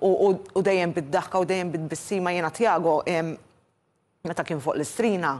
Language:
Maltese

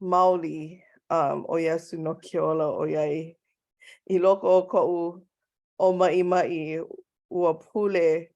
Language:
Hawaiian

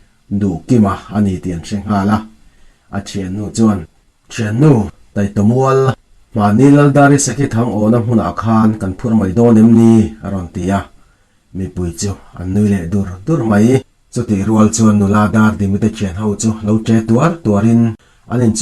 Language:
Mizo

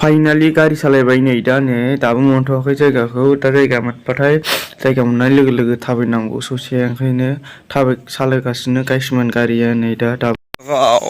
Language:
Bodo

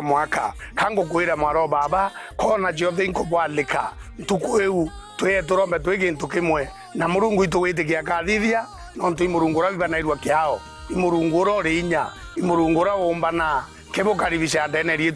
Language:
Meru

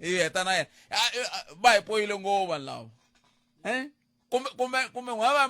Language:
Tsonga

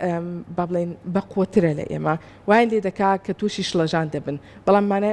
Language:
Central Kurdish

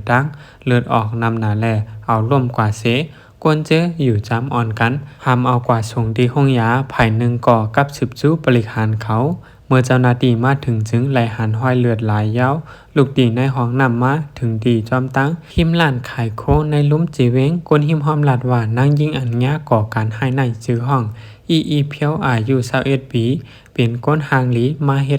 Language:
Shan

